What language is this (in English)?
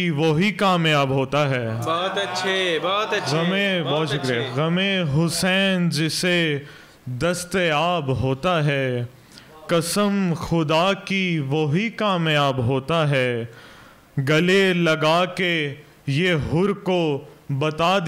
Urdu